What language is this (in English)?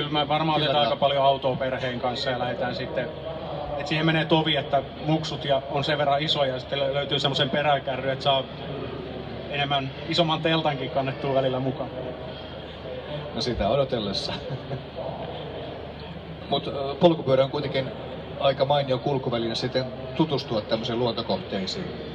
Finnish